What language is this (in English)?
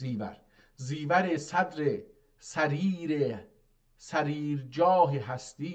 South Azerbaijani